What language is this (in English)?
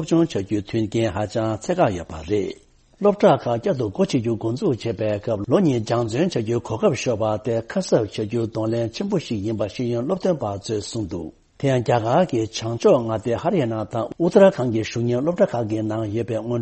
Tibetan